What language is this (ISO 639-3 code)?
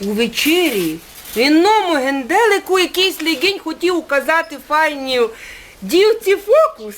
rue